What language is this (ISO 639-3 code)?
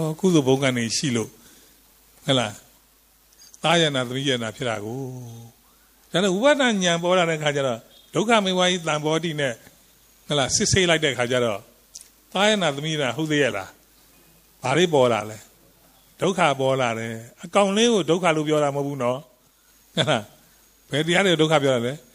mya